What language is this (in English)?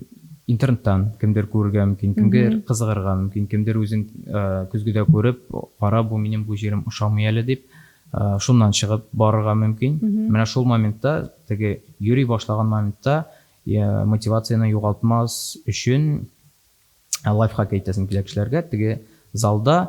Tatar